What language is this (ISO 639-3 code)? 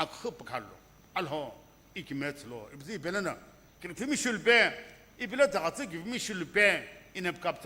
nsm